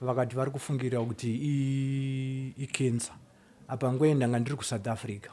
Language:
Shona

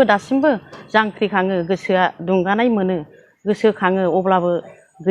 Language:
Bodo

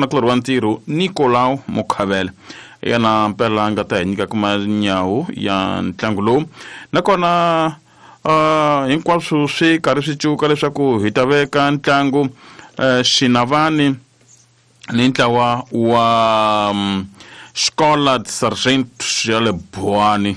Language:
Tsonga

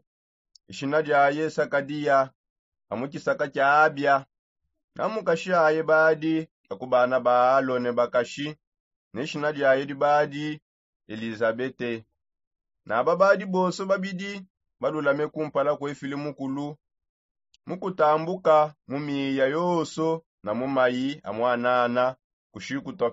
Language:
Songe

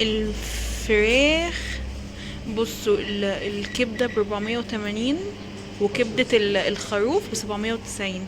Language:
Egyptian Arabic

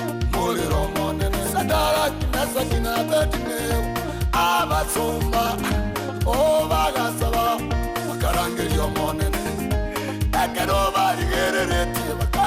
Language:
Gusii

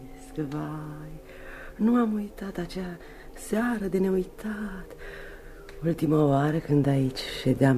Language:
Romanian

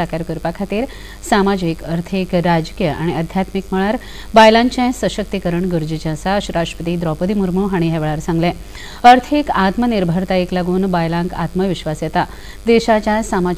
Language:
Konkani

